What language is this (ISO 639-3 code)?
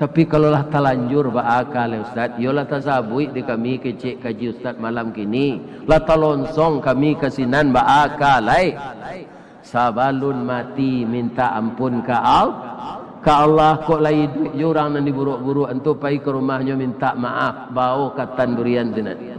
min